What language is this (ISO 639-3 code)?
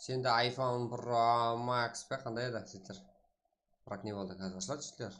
kaa